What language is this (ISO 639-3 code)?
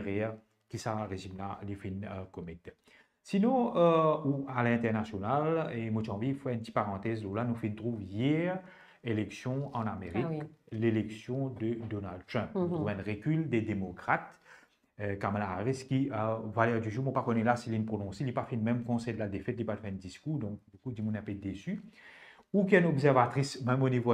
mfe